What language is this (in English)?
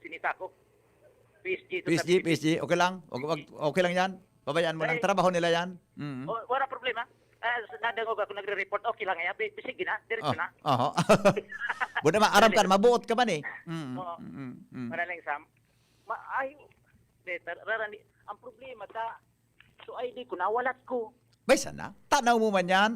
Bikol